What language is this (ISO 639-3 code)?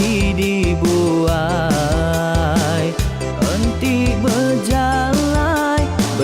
iba